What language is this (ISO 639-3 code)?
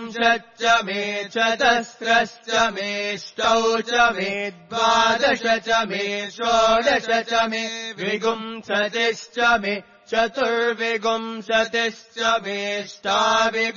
san